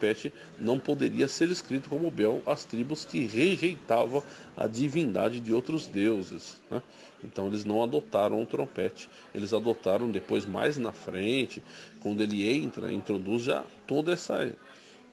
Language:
Portuguese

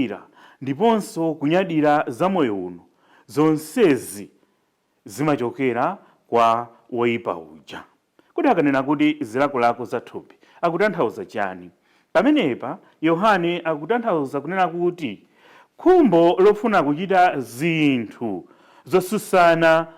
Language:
Nyanja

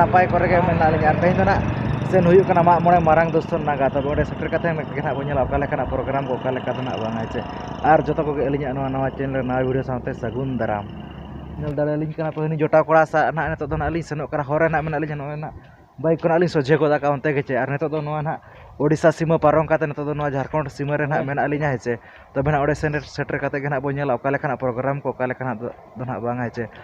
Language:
Santali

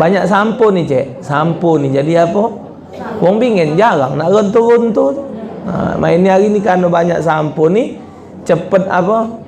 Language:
Musi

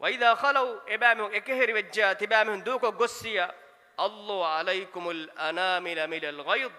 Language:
Divehi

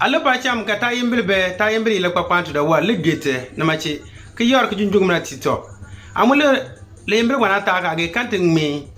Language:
Konkomba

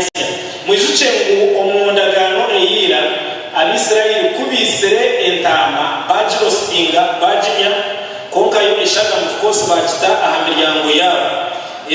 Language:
Nyankole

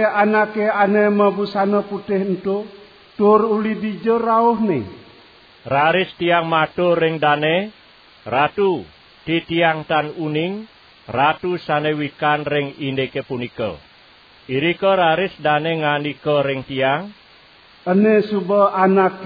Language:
Balinese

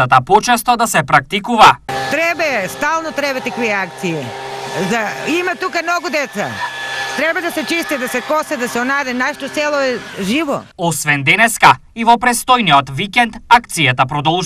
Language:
Macedonian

